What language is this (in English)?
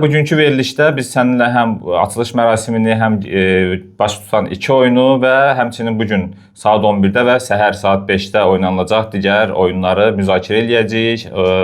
Azerbaijani